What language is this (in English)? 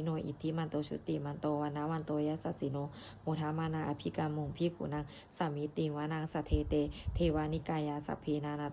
Pali